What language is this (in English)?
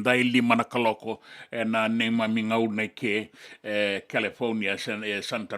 Fijian